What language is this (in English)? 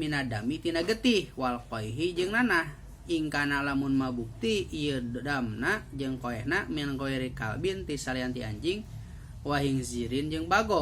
Sundanese